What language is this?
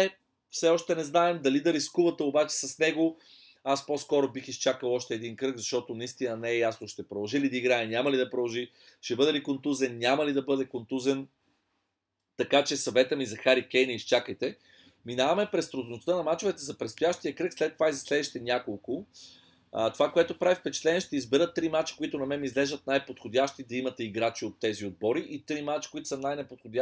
Bulgarian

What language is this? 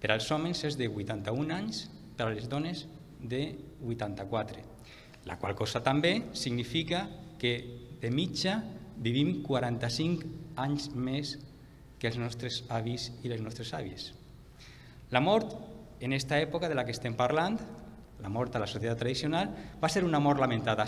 Catalan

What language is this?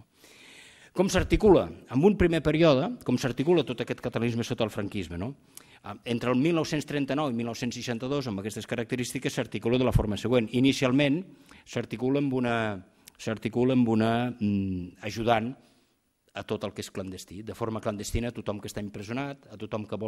Catalan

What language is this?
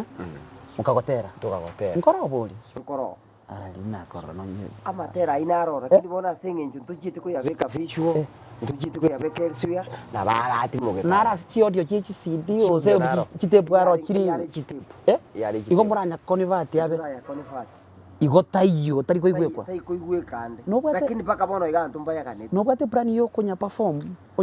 Gusii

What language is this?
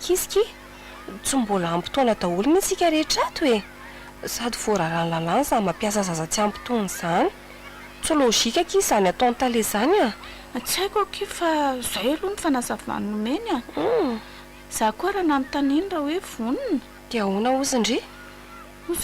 Malagasy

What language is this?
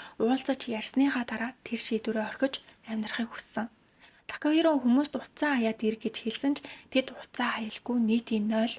Mongolian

